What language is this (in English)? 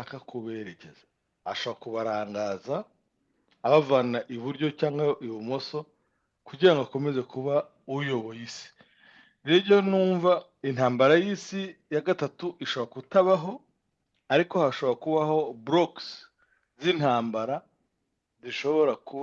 Kinyarwanda